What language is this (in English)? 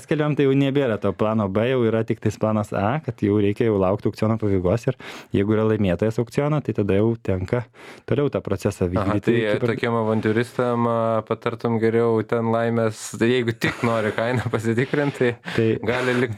Lithuanian